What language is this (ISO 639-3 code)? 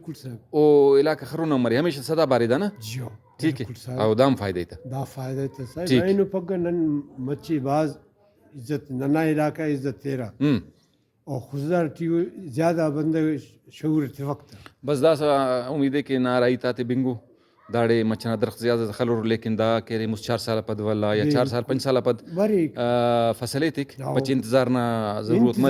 brh